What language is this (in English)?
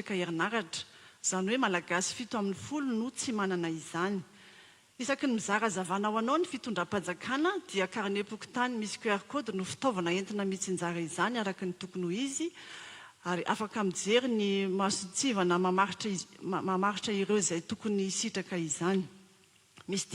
Malagasy